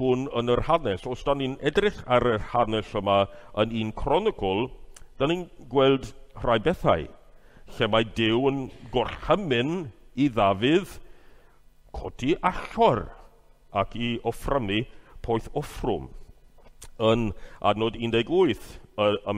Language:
Welsh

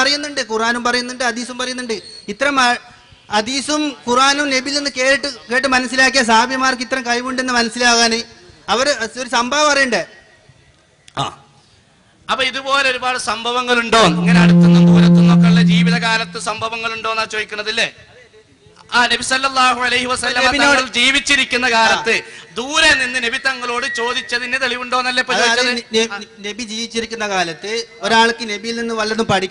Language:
Malayalam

